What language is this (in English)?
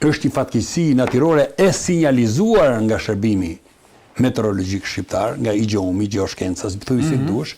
Albanian